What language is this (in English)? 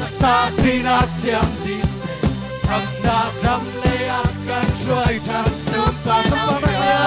Hakha Chin